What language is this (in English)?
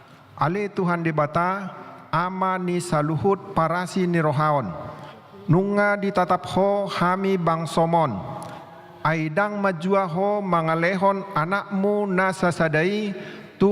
Batak Toba